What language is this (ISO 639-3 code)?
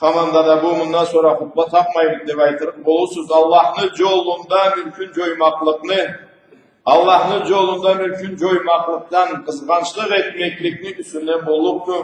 krc